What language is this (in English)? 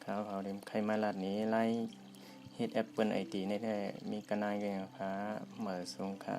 Shan